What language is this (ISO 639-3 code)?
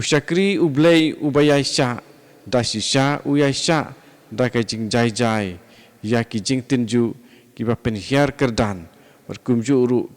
kha